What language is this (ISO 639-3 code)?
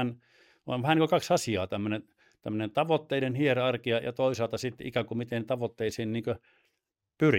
fin